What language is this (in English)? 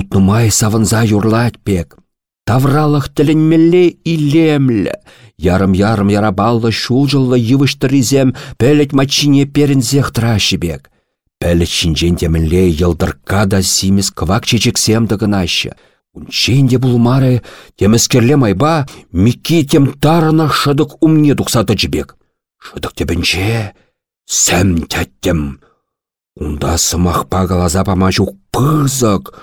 Chuvash